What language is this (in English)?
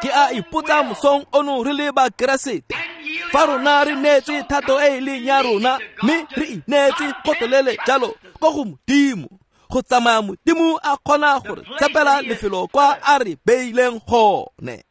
Tswana